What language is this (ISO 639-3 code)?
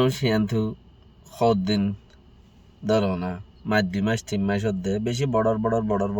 rhg